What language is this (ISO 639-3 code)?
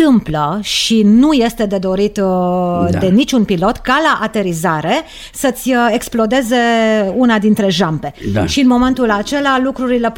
ron